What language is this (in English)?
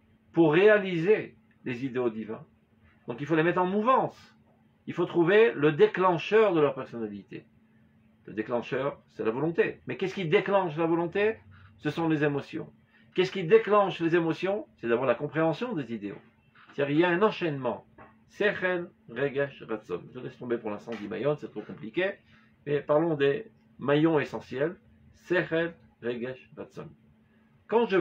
French